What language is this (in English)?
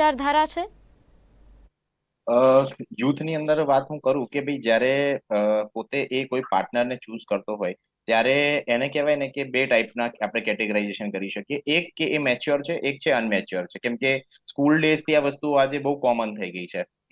Gujarati